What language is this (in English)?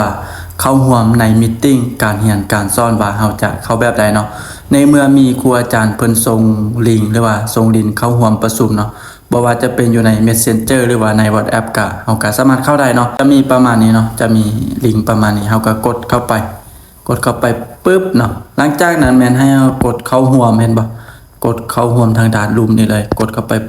Lao